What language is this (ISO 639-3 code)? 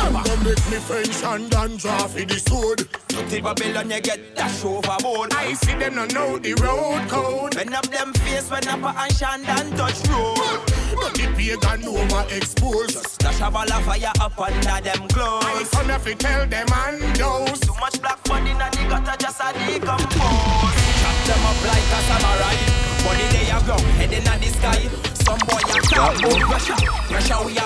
jam